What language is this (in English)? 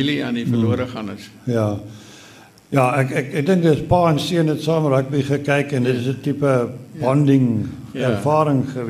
Afrikaans